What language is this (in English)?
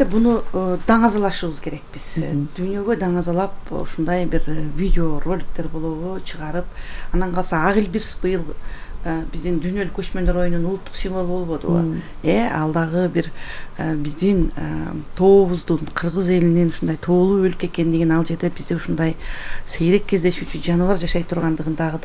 Kyrgyz